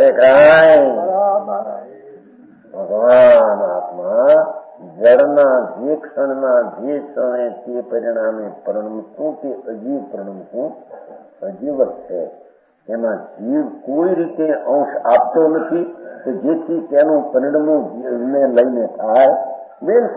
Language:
Gujarati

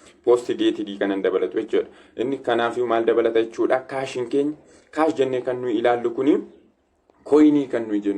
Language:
Oromo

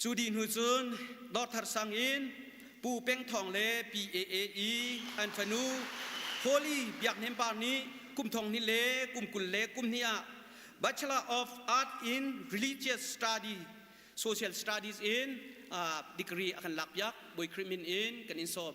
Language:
Hakha Chin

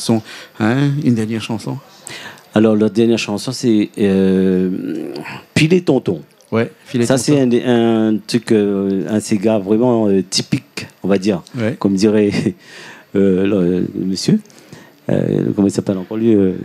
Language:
Réunion Creole French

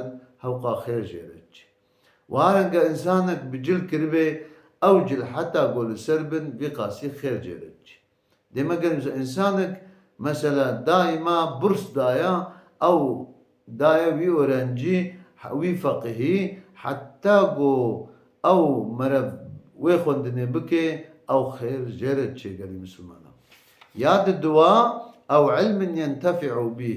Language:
Kurdish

